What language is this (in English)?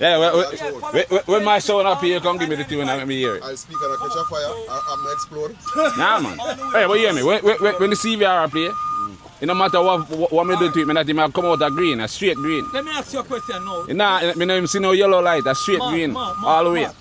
Jamaican Creole English